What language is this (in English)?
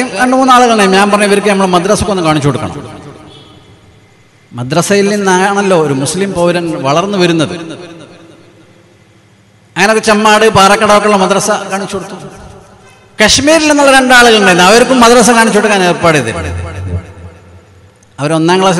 Malayalam